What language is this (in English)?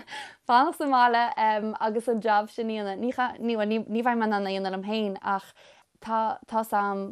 Irish